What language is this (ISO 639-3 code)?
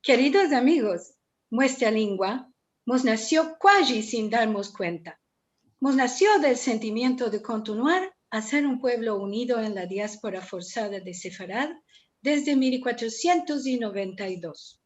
lad